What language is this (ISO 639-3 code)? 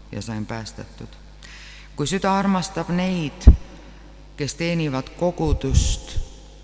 est